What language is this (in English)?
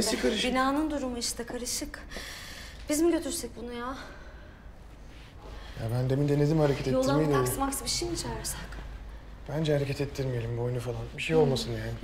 Turkish